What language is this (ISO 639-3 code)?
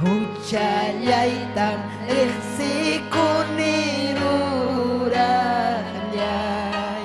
quy